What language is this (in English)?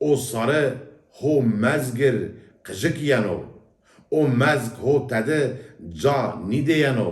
Zaza